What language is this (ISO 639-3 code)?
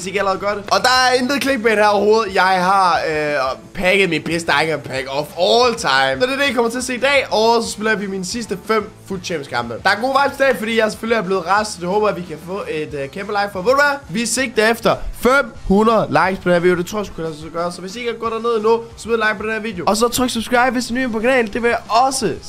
dan